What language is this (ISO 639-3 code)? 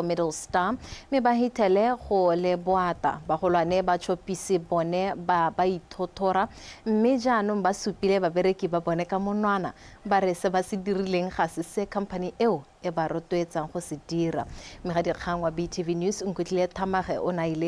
tsn